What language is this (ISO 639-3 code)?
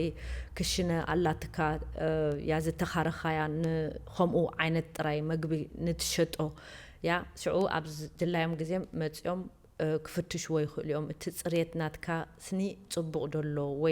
tir